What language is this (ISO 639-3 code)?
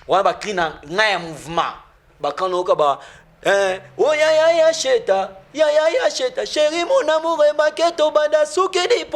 lin